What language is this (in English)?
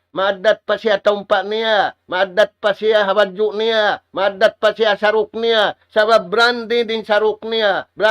Tausug